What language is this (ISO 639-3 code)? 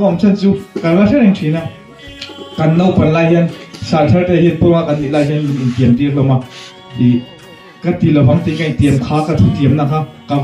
lus